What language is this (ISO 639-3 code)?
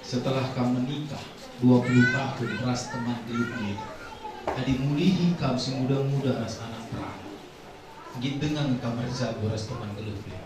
btx